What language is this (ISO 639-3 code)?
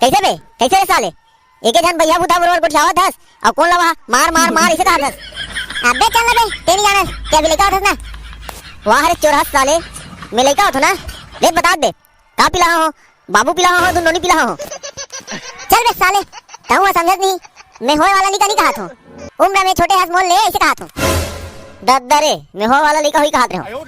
hne